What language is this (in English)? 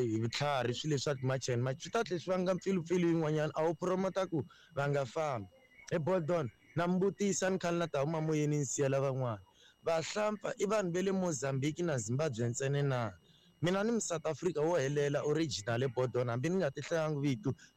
Tsonga